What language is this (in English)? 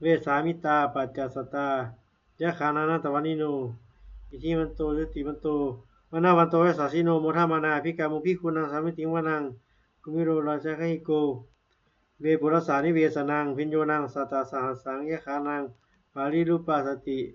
Pali